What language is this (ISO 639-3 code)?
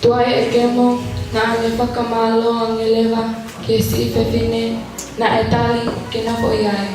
ton